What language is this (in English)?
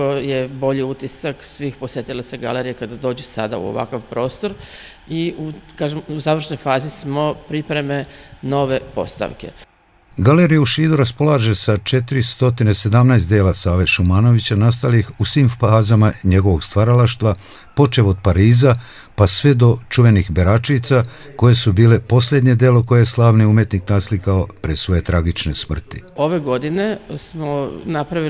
Serbian